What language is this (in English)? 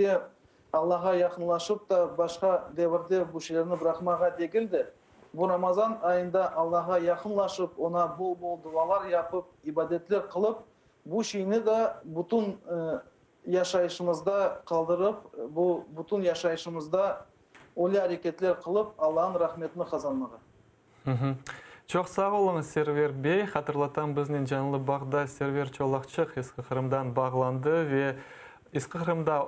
Crimean Tatar